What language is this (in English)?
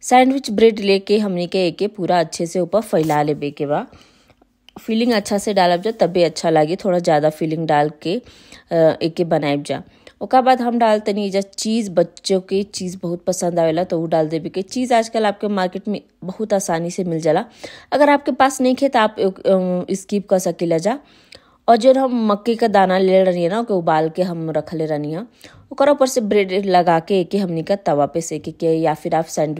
Bhojpuri